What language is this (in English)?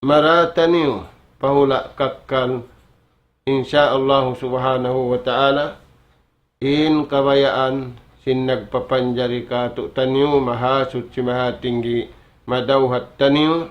Tausug